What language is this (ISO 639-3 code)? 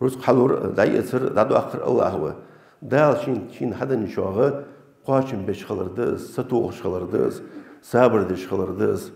inh